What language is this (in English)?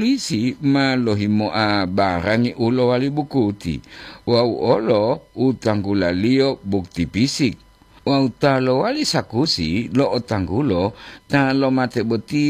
Gorontalo